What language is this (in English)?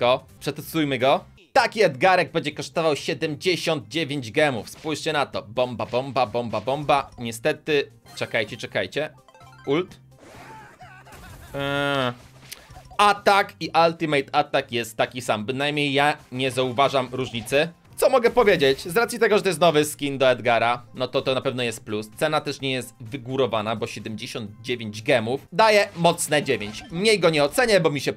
Polish